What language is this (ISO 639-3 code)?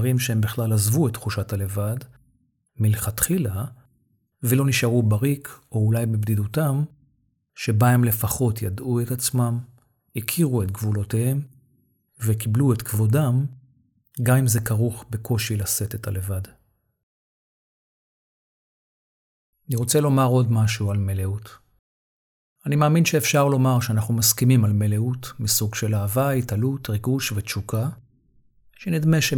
heb